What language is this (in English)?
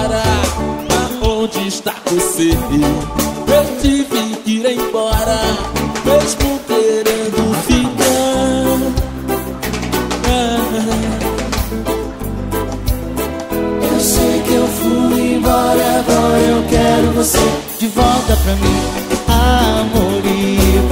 Portuguese